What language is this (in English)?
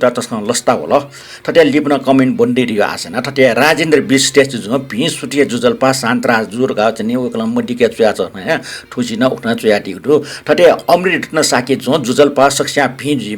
Newari